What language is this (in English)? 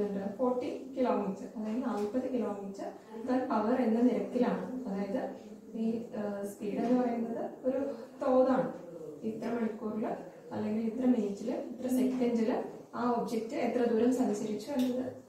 Malayalam